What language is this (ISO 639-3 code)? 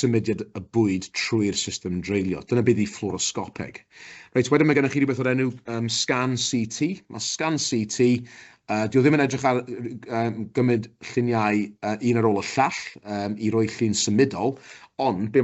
cym